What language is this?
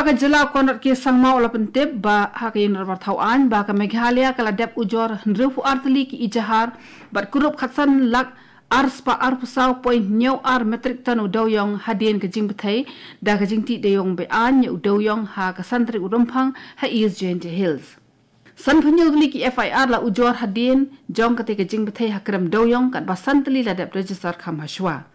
Khasi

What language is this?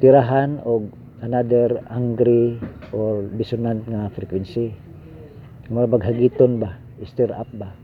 Cebuano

